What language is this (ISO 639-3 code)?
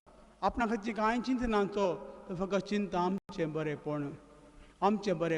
kok